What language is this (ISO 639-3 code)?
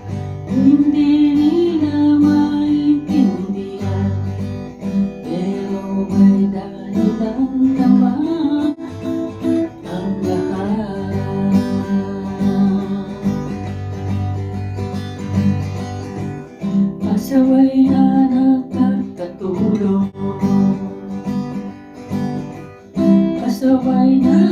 fil